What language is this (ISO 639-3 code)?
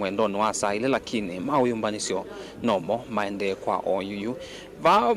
kam